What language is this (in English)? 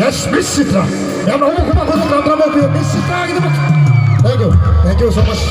Manipuri